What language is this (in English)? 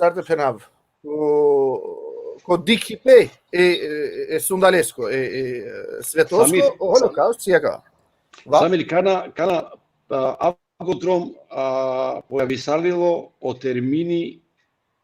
Balkan Romani